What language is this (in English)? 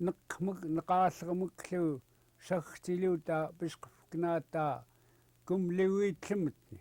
Central Yupik